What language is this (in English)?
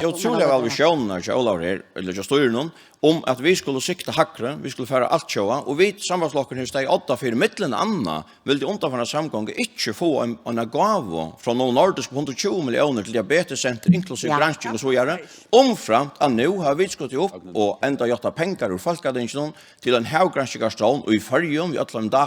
Faroese